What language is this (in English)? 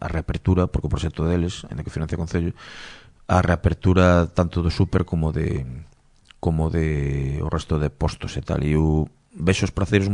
Galician